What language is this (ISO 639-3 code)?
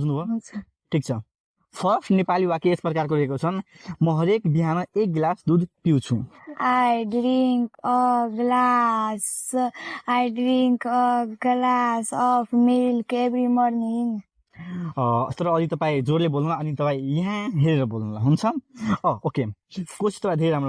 nep